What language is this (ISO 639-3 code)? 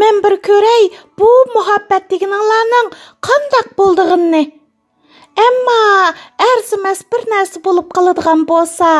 uig